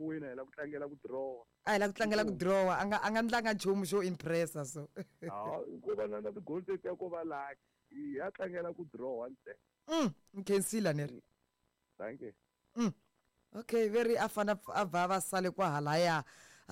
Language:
Tsonga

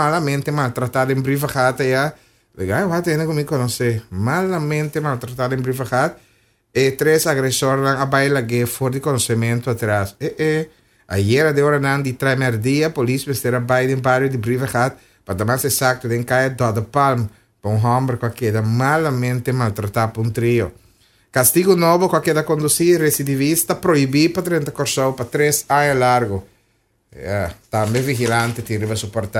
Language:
Papiamento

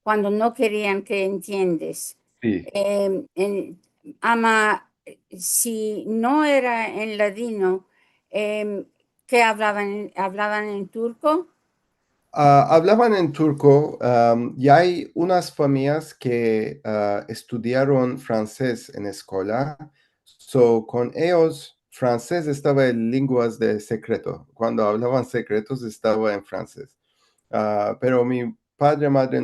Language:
Ladino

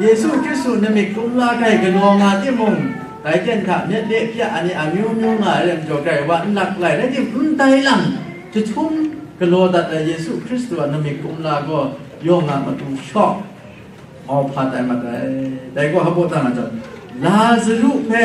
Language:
Kachin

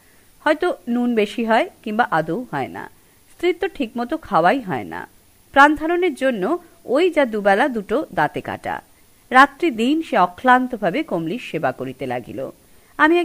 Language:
Bangla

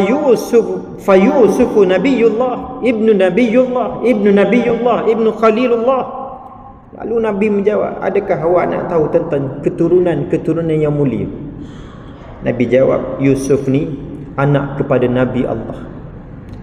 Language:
Malay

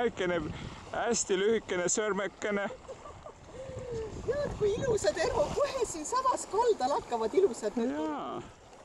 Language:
Estonian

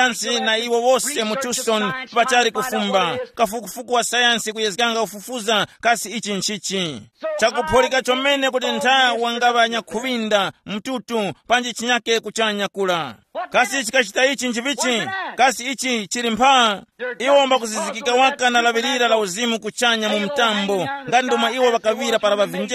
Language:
Tumbuka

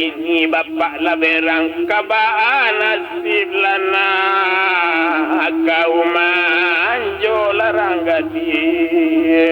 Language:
Minangkabau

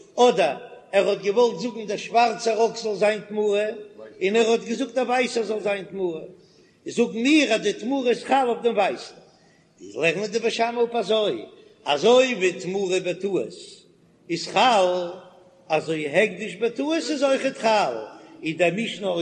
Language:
Yiddish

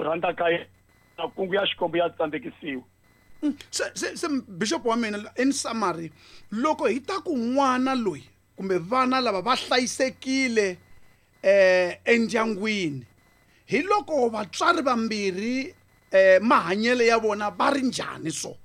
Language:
Tsonga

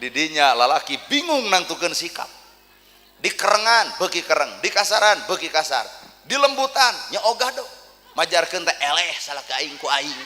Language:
Sundanese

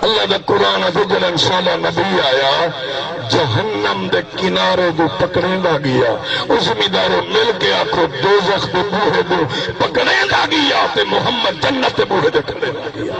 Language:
Saraiki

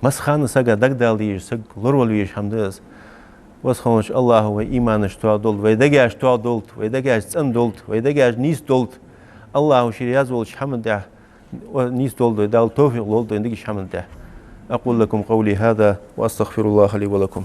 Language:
Ingush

